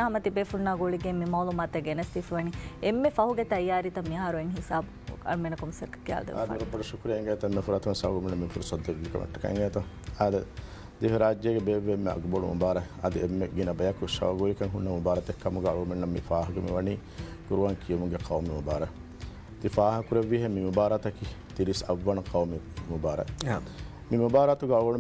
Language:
Divehi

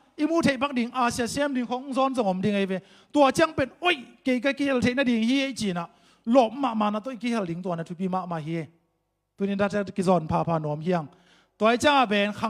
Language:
Tedim Chin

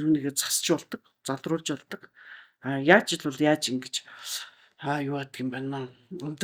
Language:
Mongolian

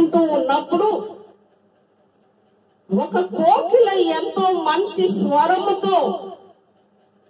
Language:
Telugu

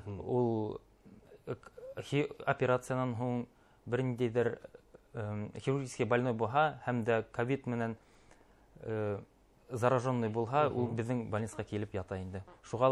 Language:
Bashkir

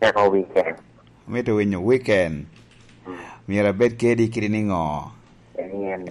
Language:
Lango (Uganda)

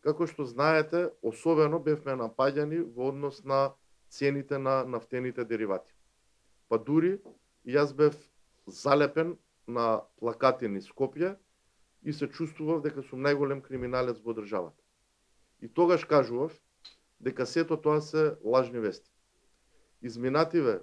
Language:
Macedonian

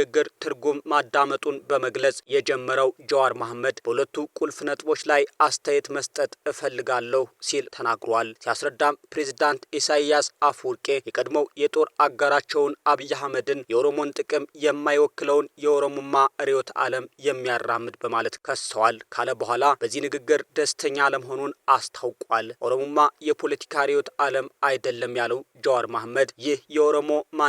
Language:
Amharic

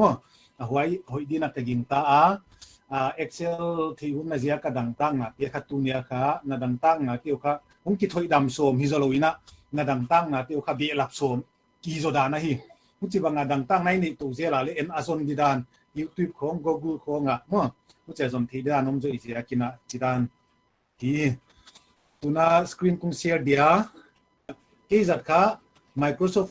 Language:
Paite Chin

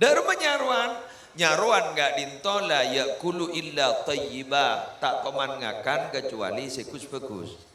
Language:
Madurese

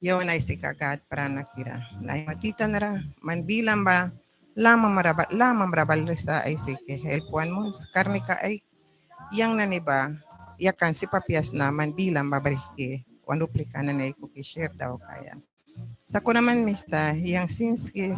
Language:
Mískito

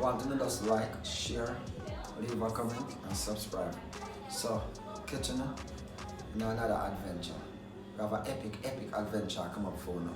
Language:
Jamaican Creole English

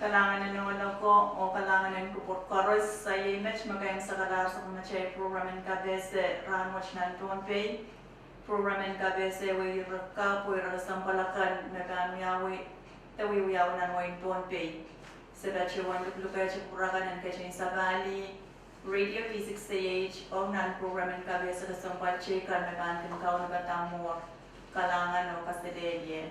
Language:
Pohnpeian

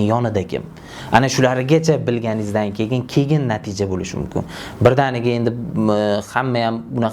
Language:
Uzbek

